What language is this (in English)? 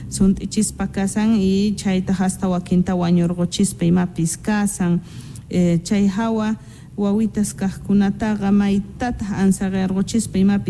Quechua